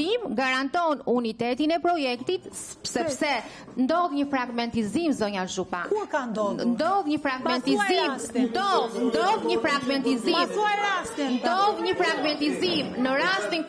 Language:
Albanian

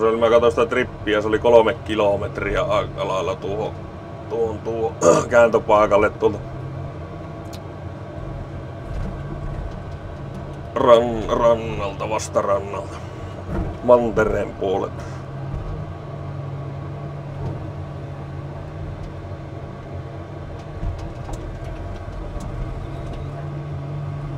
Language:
Finnish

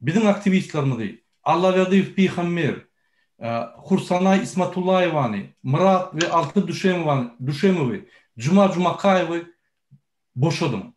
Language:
Turkmen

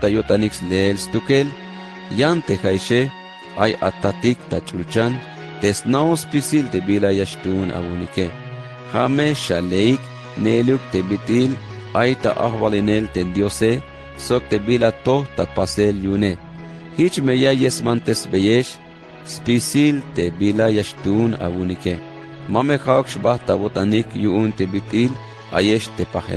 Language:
Tzeltal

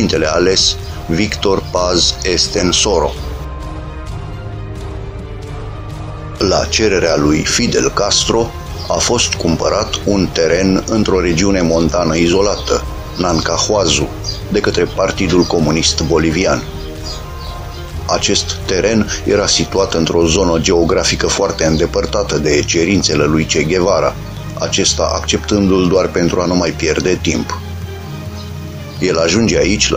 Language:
Romanian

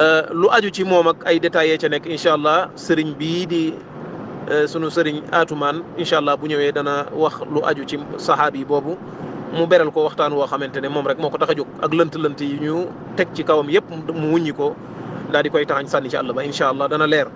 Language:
Wolof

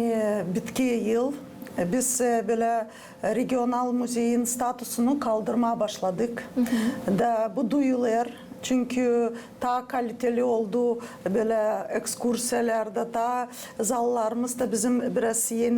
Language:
Gagauz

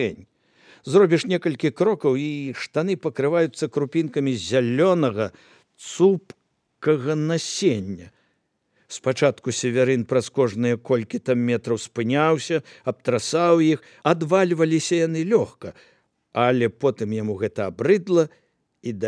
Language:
Belarusian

